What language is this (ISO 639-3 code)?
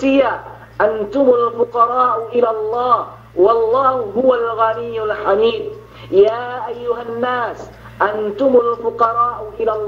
yka